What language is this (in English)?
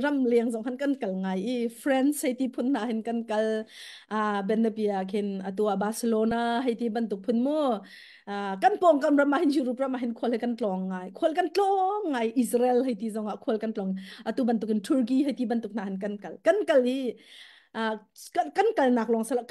Hakha Chin